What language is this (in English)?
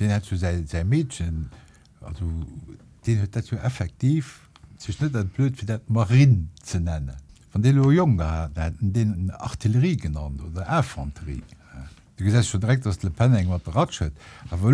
Luxembourgish